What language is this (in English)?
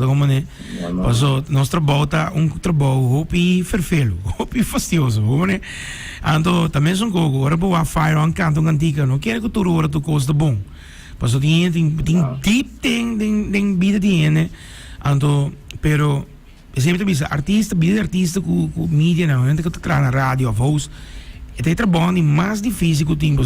Papiamento